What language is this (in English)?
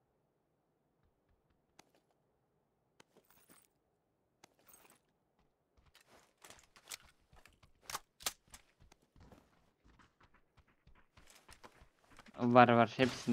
Turkish